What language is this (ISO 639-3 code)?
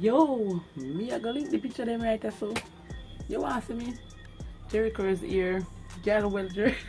jam